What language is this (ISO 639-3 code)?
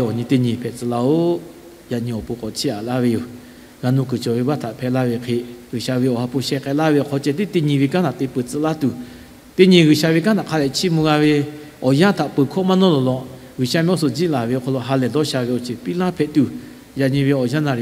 lhu